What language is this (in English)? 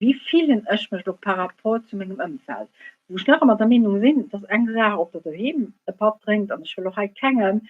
Luxembourgish